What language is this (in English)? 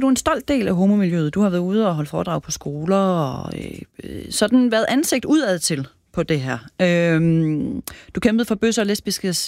Danish